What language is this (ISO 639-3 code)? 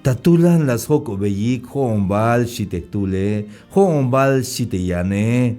tzh